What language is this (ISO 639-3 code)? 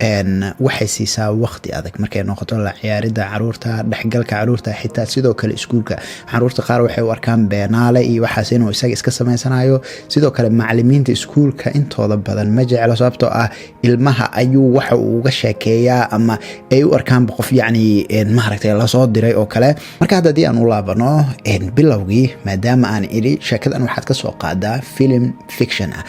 som